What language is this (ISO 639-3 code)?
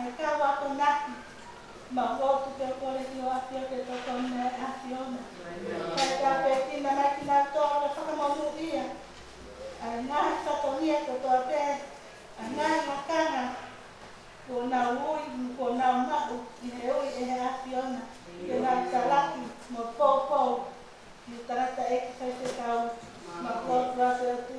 ton